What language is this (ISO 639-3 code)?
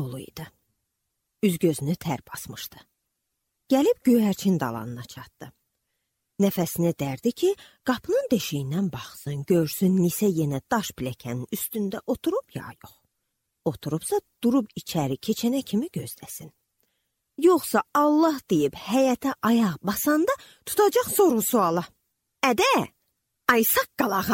aze